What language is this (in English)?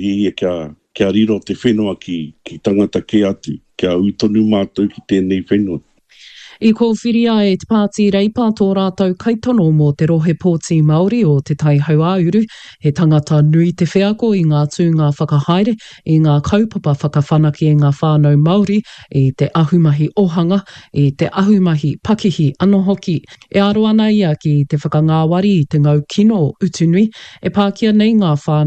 Māori